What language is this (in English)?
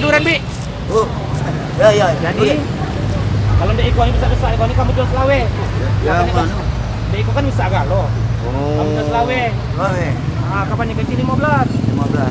Musi